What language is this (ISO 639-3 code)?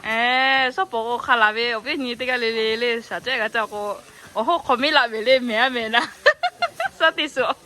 lhu